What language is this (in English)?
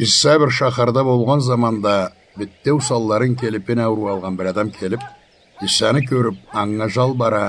Karachay-Balkar